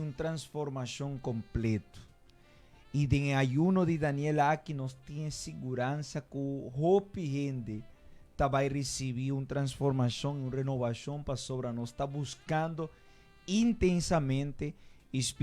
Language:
Papiamento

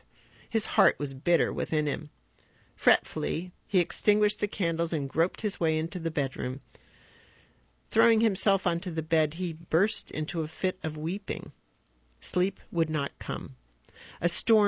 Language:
English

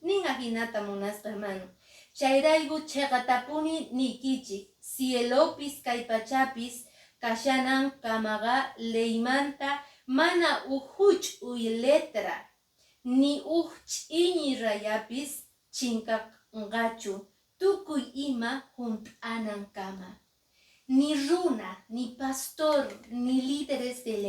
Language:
Quechua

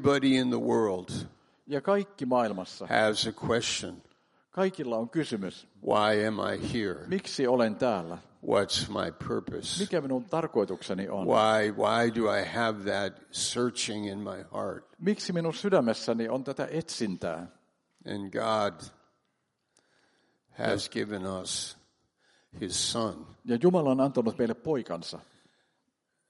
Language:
Finnish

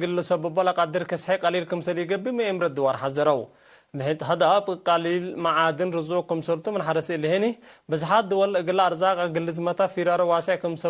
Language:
Tigre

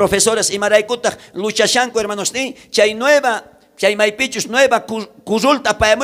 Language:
South Bolivian Quechua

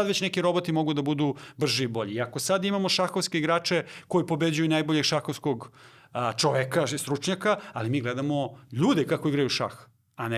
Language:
Macedonian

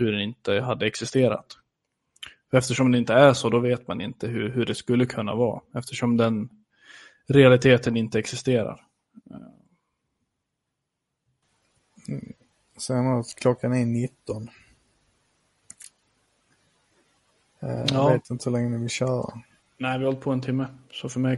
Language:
Swedish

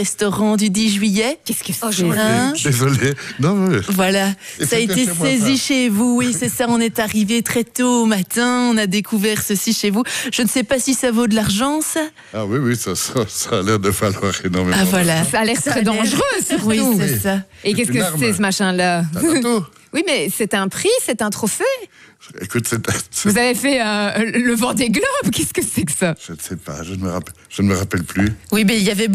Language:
French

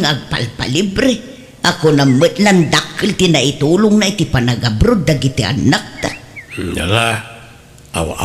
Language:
Iloko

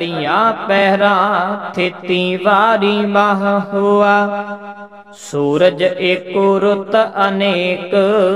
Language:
Punjabi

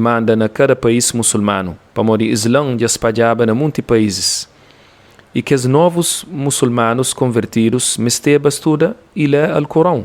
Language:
Kabuverdianu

